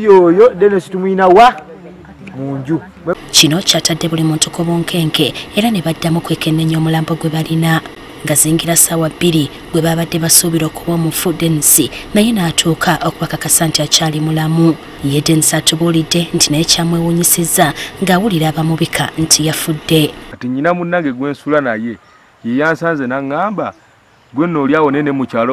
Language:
Ganda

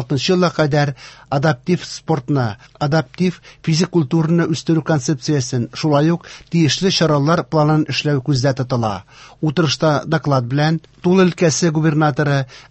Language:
Tatar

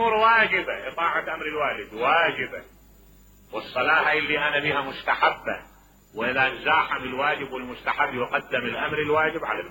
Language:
Mesopotamian Arabic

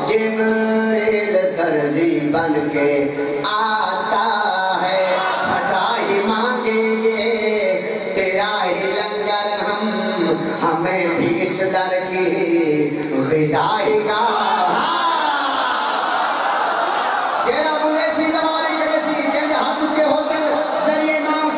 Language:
Urdu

